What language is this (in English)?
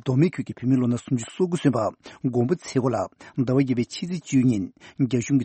Tibetan